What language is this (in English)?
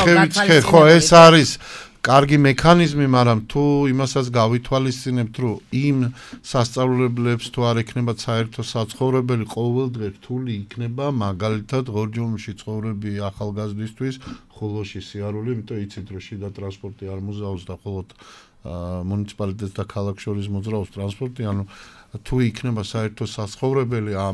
Georgian